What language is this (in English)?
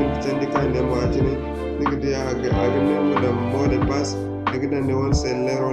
Zarma